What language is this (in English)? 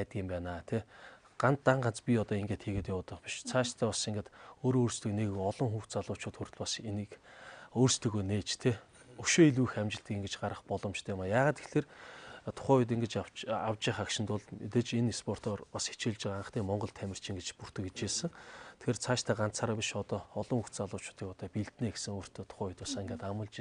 Mongolian